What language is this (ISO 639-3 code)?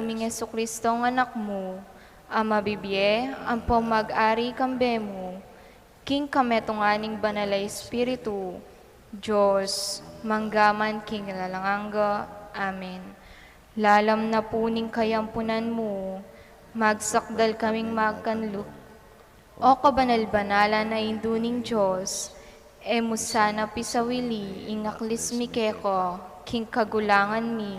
pam